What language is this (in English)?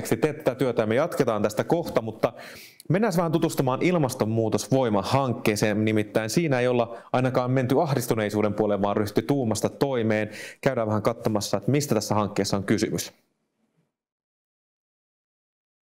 Finnish